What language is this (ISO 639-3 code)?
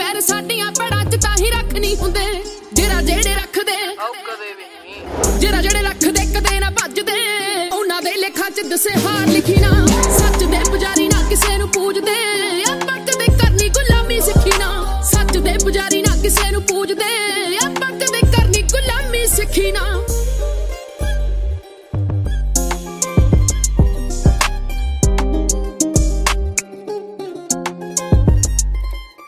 pan